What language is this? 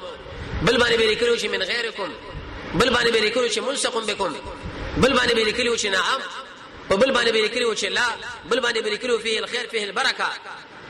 Pashto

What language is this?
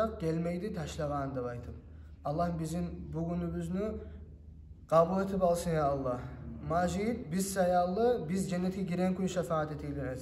Kumyk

